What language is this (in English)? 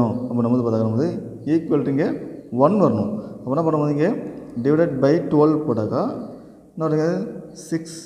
Tamil